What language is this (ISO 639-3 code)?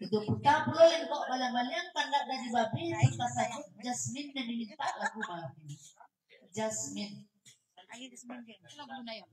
min